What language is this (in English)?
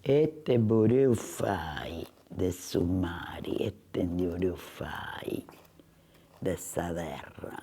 Sardinian